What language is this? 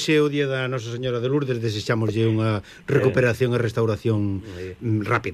Galician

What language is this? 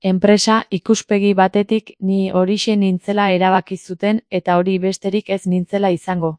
Basque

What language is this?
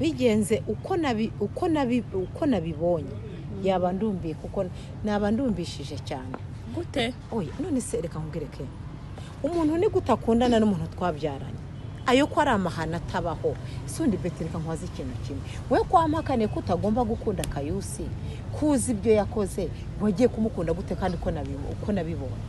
Kinyarwanda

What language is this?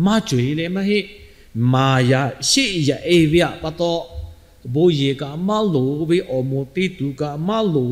Lahu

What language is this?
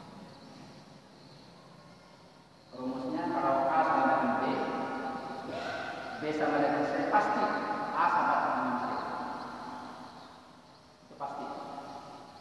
Indonesian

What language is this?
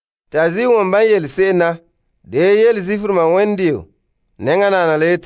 Frafra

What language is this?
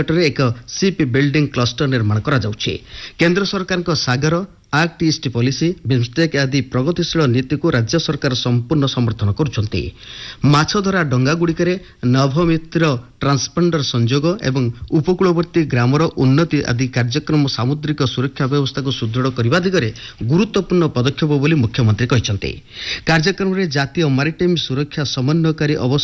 Odia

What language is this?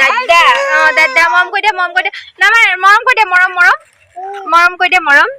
Assamese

